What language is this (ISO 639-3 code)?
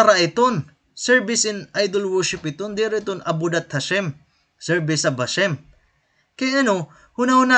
war